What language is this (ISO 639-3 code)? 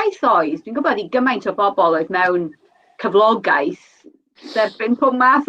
cym